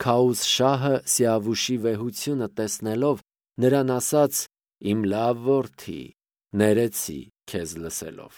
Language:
Armenian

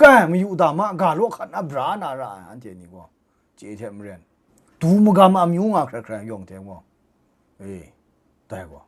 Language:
Kachin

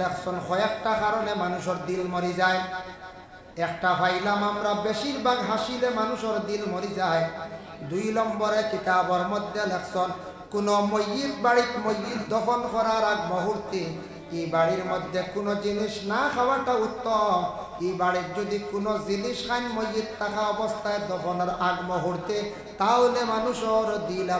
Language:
Sylheti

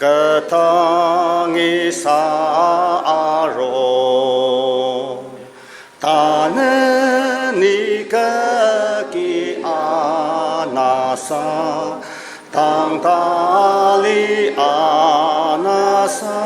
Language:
Ao Naga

